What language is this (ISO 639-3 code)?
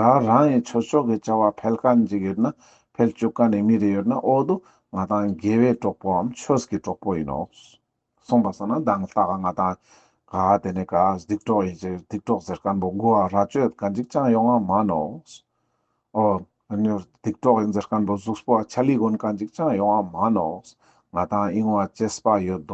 lbj